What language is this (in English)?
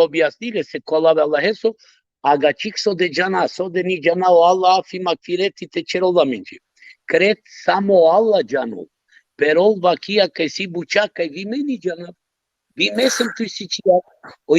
Balkan Romani